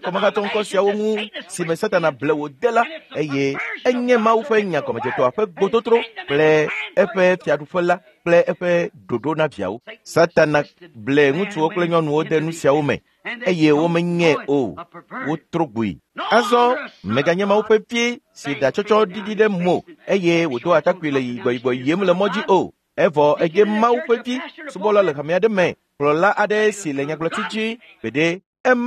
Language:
Ewe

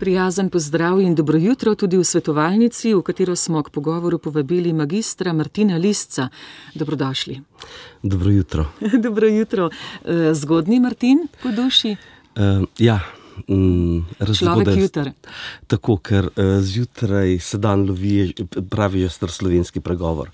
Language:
Slovenian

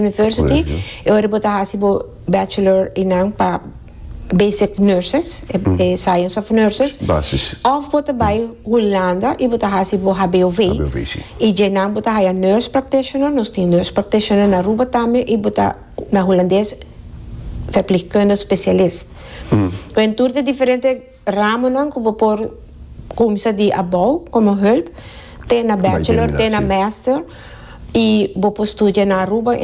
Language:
Papiamento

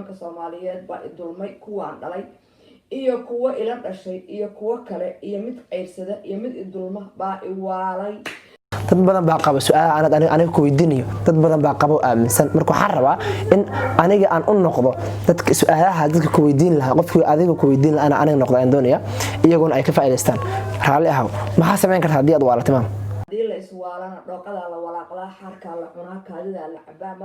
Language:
Somali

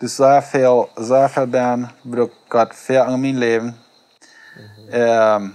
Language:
Plautdietsch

